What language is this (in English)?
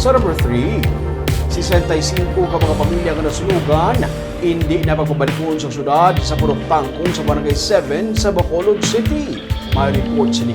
Hiligaynon